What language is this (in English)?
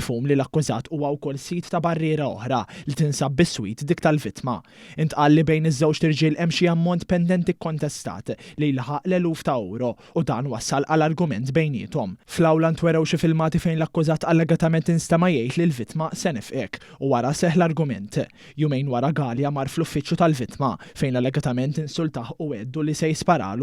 Maltese